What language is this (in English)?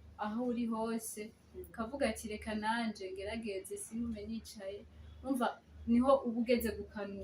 Rundi